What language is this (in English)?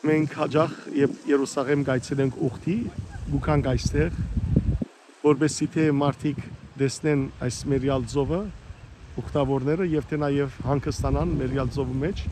Western Armenian